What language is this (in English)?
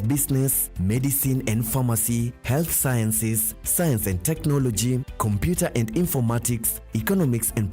Meru